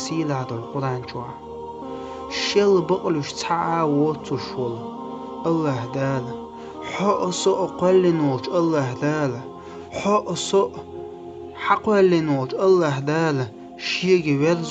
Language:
Chechen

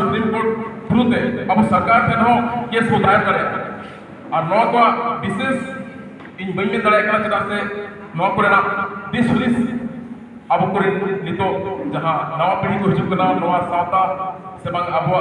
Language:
Santali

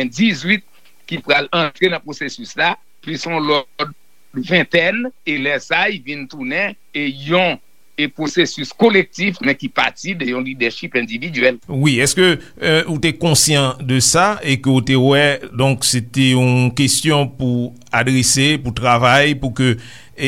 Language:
Haitian Creole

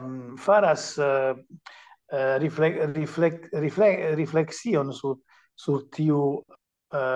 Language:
Esperanto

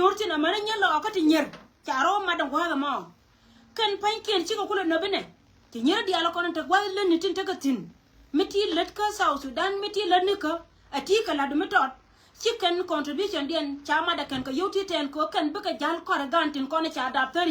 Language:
Nuer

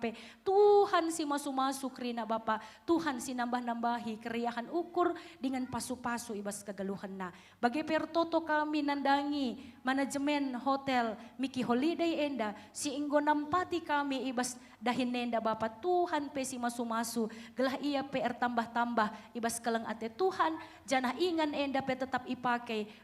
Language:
Batak Karo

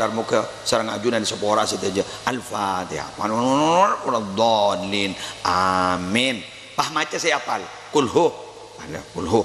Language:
Madurese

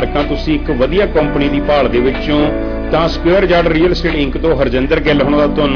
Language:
Punjabi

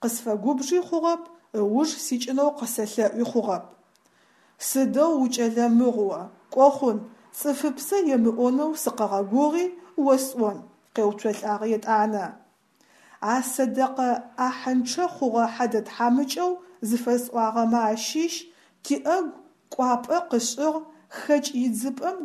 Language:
Adyghe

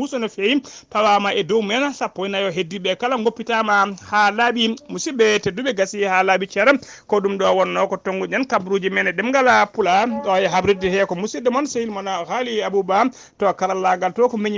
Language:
Fula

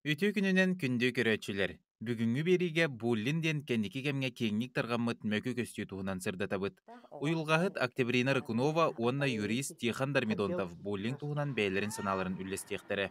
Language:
Yakut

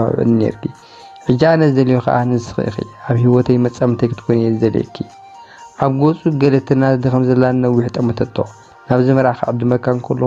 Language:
Tigrinya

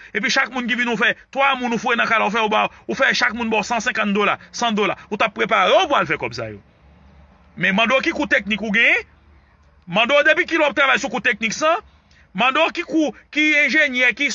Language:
Haitian Creole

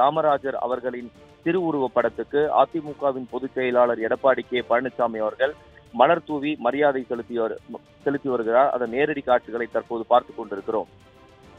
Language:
Tamil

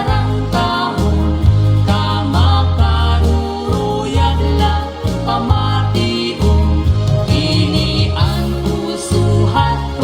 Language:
Waray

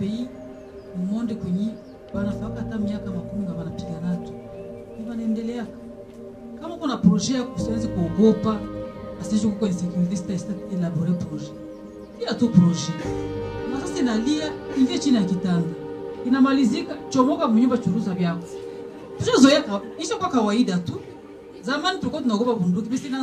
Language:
Swahili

